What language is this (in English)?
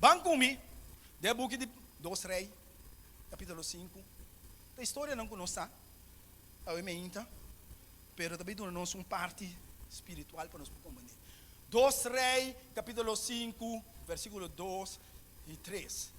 Papiamento